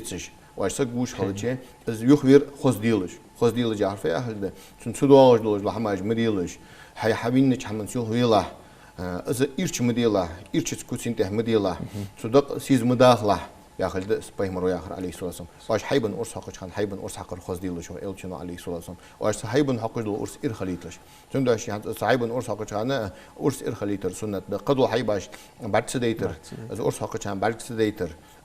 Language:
Ingush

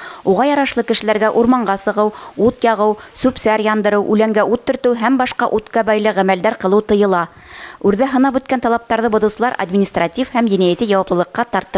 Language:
Bashkir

